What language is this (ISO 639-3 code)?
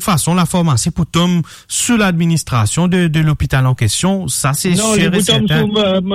mfe